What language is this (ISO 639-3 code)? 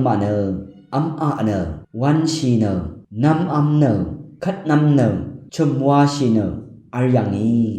raw